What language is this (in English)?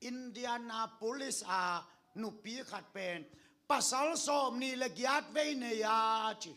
Tedim Chin